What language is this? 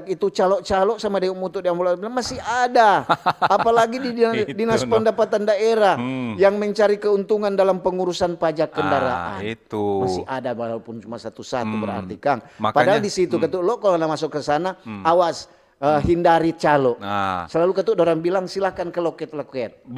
Manado Malay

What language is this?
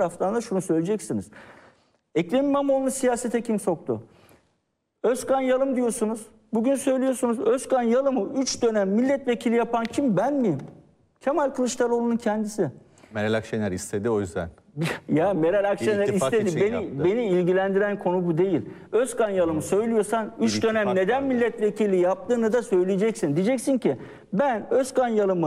Turkish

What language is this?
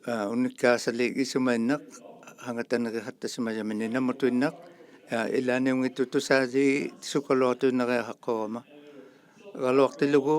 Inuktitut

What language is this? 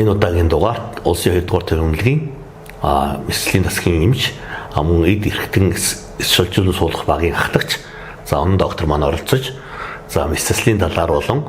Mongolian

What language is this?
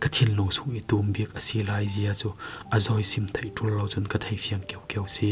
Falam Chin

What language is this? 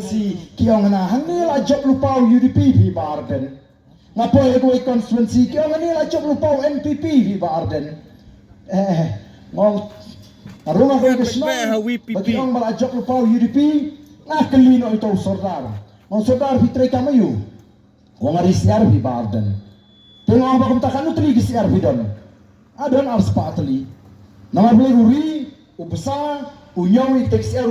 Khasi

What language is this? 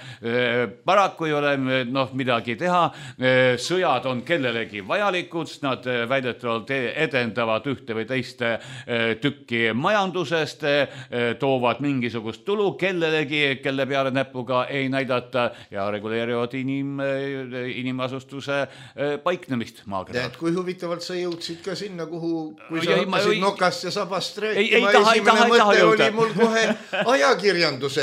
Estonian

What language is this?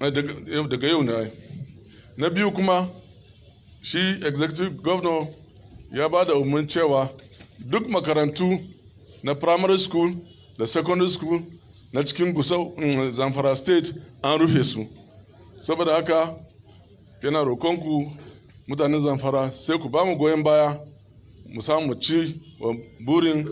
Hausa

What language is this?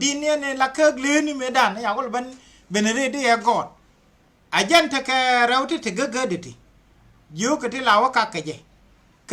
Nuer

